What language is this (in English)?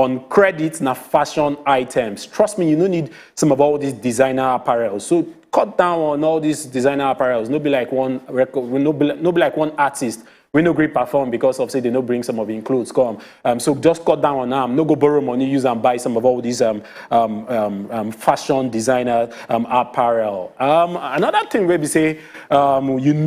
Nigerian Pidgin